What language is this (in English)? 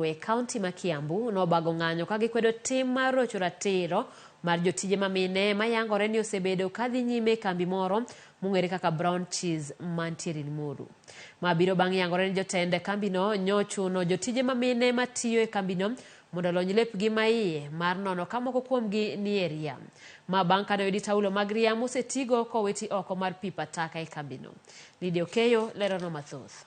Luo (Kenya and Tanzania)